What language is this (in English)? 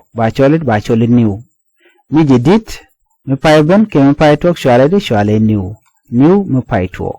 Nuer